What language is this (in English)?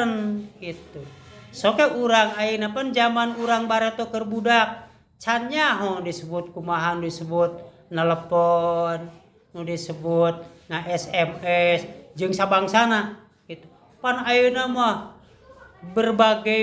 Sundanese